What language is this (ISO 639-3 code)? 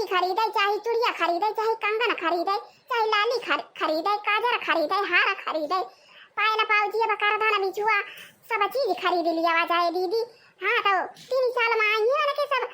awa